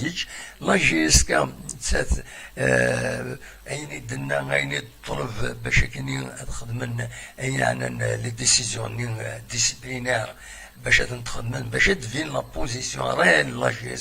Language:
Kabyle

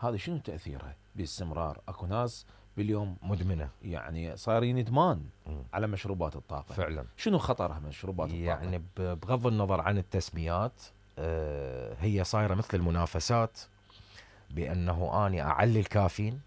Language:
Mesopotamian Arabic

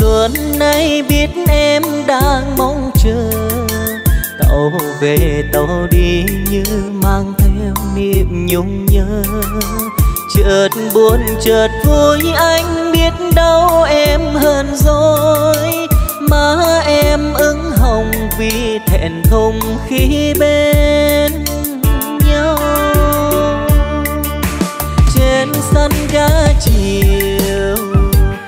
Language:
Vietnamese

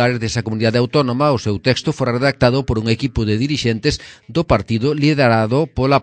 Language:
Galician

